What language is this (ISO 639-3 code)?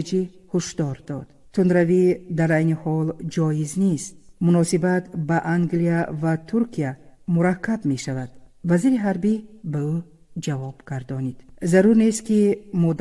tgk